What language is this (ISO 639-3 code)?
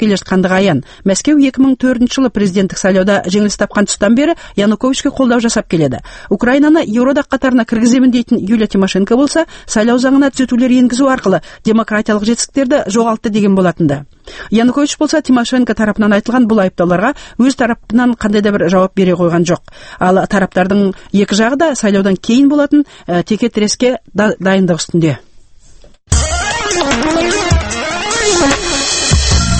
kaz